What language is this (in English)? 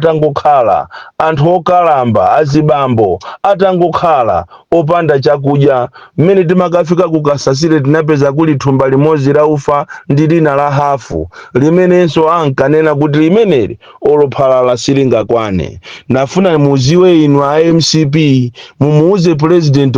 Nyanja